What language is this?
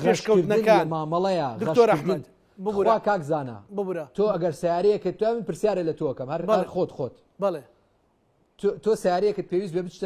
Central Kurdish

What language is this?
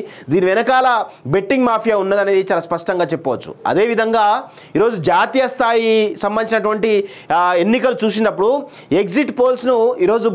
Telugu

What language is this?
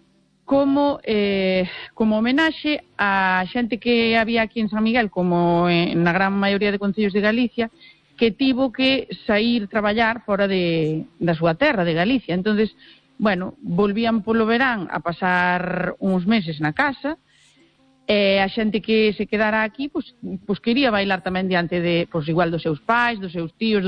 Galician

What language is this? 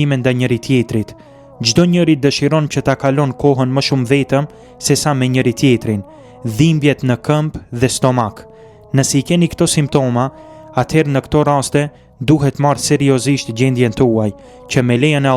Albanian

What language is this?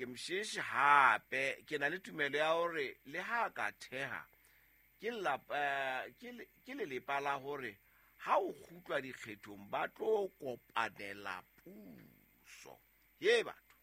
Southern Sotho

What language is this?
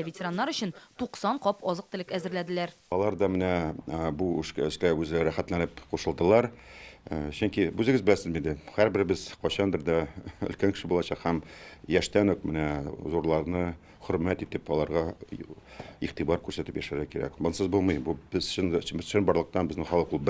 Tatar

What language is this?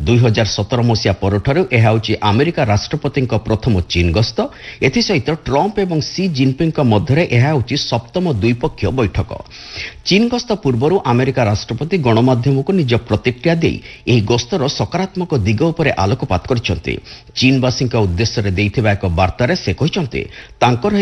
Odia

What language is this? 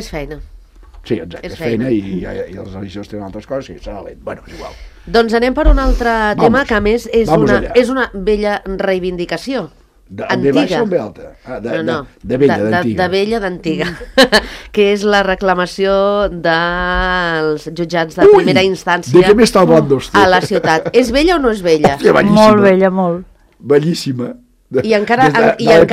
Catalan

